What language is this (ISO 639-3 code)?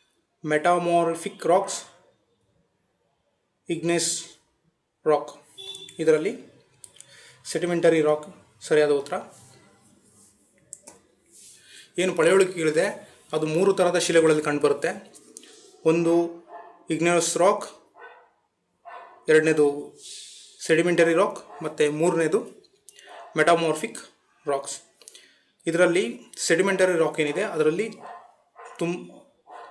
kan